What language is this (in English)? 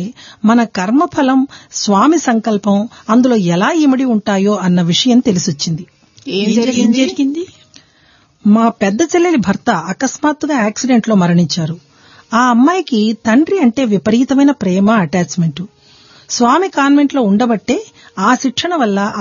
Telugu